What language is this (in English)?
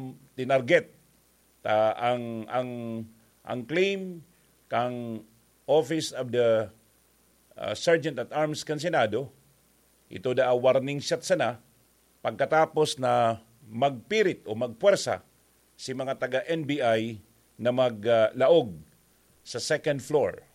Bikol